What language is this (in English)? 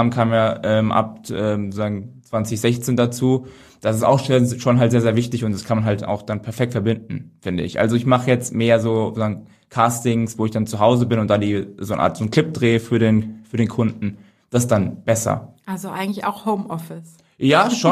German